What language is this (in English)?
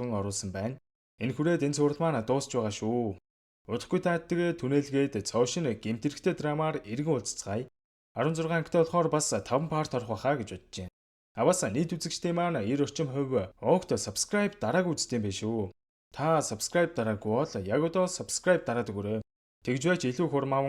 Mongolian